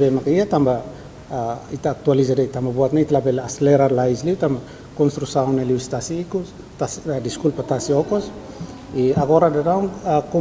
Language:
Tetum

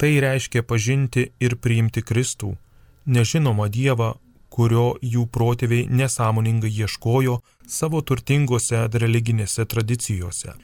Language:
Lithuanian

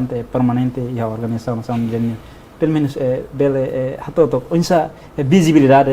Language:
Tetum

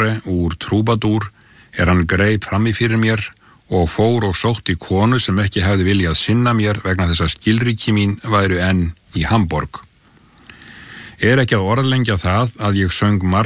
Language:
Icelandic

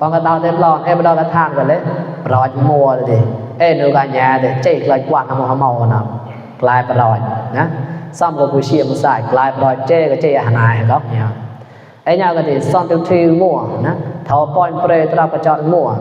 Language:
Mon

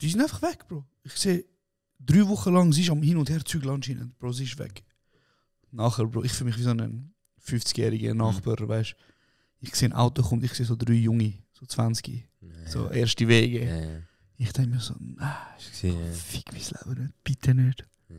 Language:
Swiss German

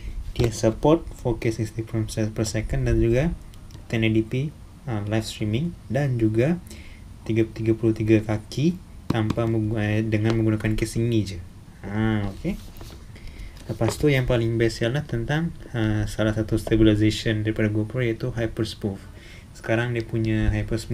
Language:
Malay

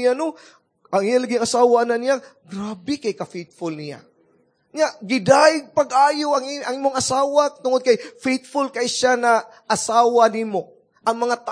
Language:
Cebuano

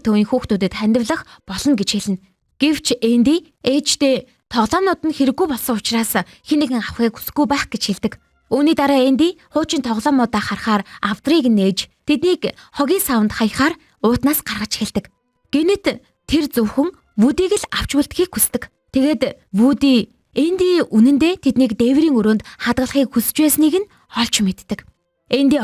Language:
Mongolian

